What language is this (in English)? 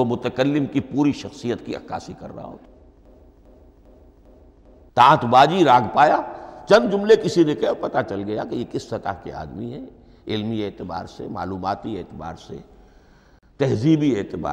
Urdu